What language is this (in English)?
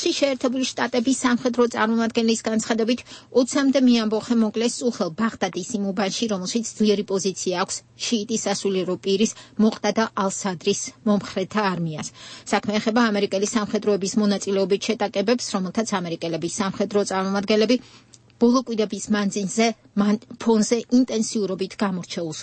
Georgian